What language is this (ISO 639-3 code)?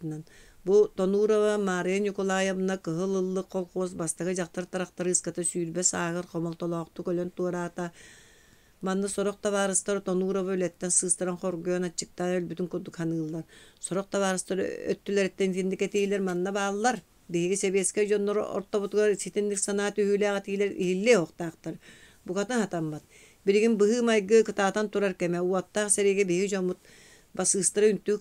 sah